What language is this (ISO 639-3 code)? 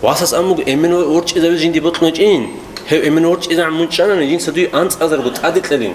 ava